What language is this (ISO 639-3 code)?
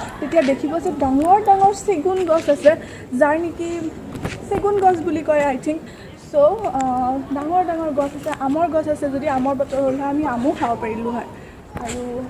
asm